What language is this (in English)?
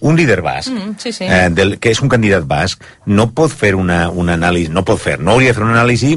Catalan